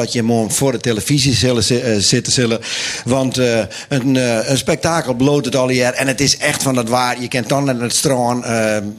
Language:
Western Frisian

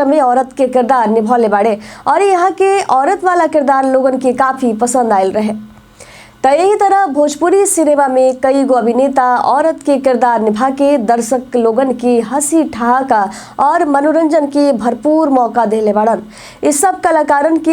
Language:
Bhojpuri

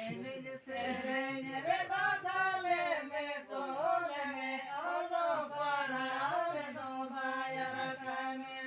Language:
Santali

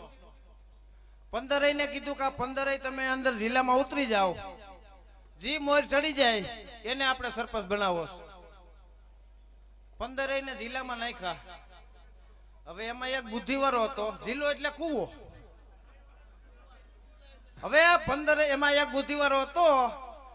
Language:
Gujarati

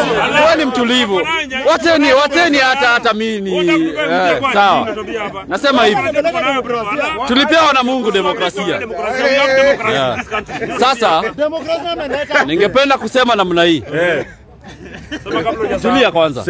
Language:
Swahili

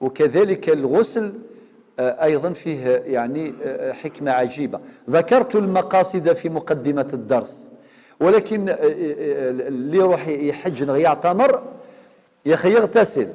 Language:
Algerian Arabic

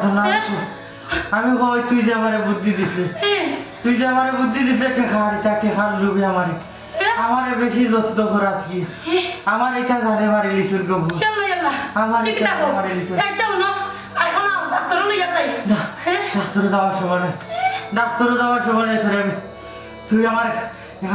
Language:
Sylheti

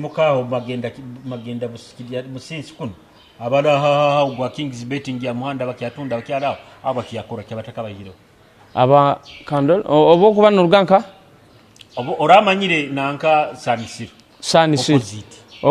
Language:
Nyoro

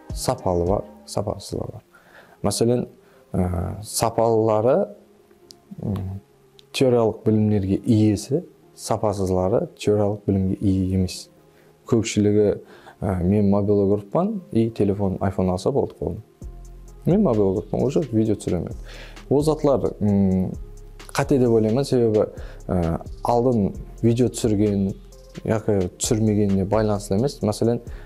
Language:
Kara-Kalpak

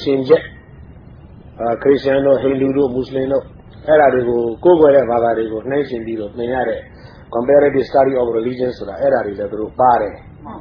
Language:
Burmese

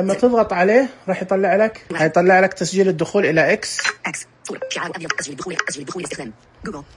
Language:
Najdi Arabic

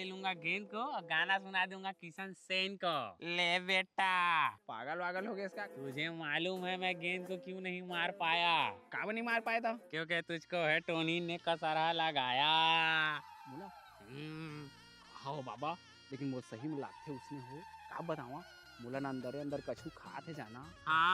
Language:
Chhattisgarhi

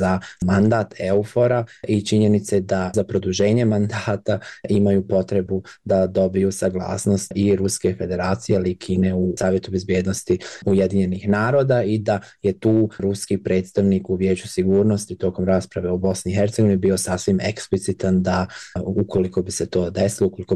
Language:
Bosnian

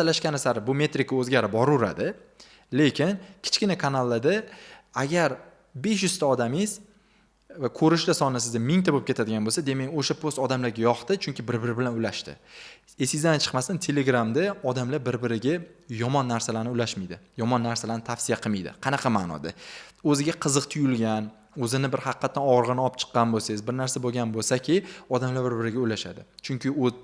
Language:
Uzbek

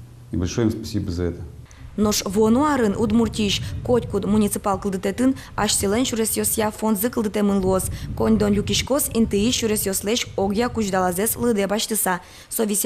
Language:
Udmurt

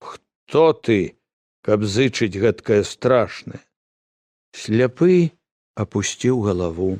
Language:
Belarusian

